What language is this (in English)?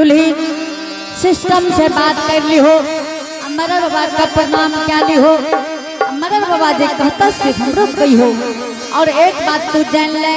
Angika